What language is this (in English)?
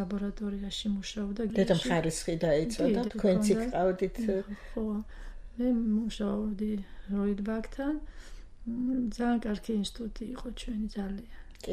Georgian